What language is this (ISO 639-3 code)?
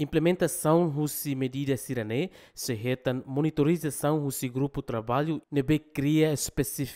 tet